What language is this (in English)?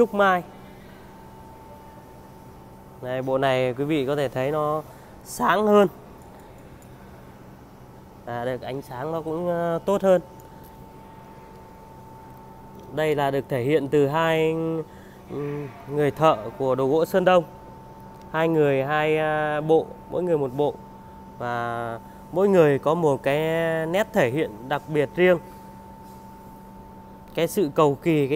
Vietnamese